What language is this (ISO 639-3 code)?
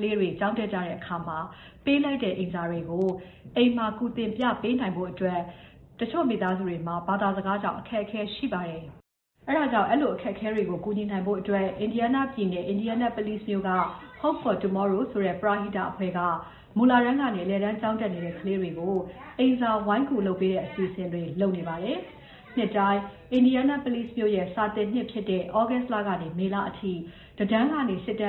mya